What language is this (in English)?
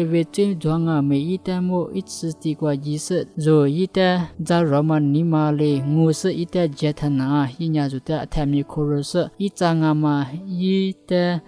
Lisu